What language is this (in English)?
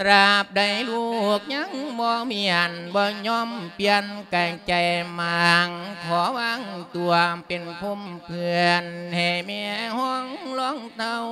Lao